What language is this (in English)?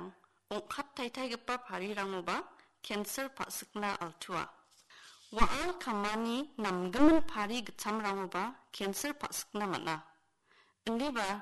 Garo